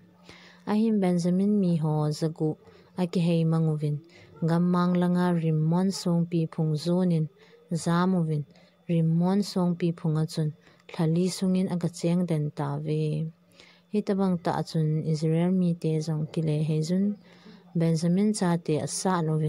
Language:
Thado Chin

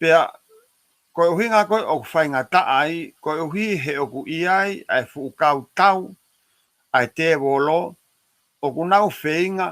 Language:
Tongan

